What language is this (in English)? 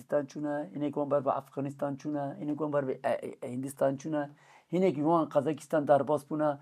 Kurdish